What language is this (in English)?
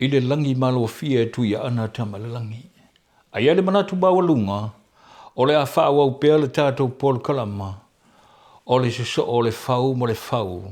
Samoan